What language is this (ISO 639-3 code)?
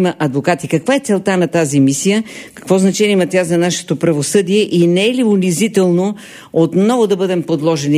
bul